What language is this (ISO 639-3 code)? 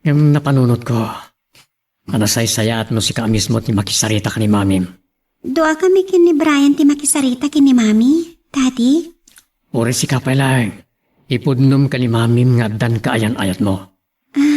ilo